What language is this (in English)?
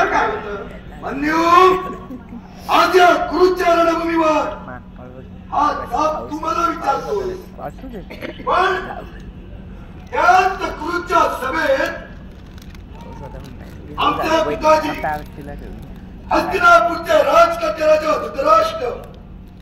Marathi